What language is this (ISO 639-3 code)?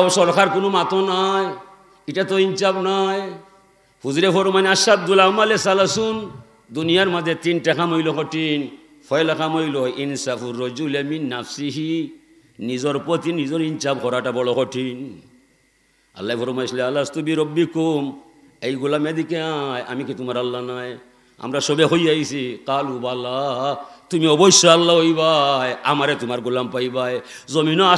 syl